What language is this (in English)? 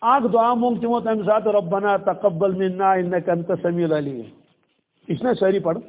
Kashmiri